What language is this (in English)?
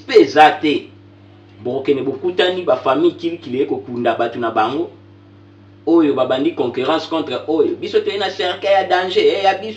Lingala